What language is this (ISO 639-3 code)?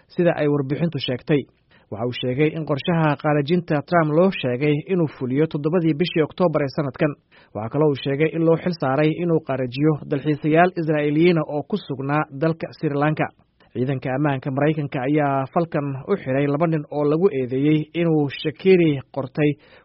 som